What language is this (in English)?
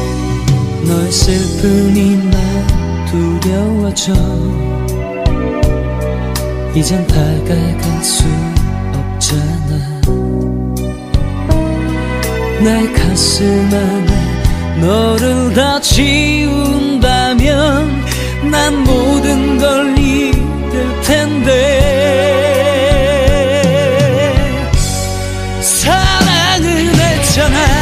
Korean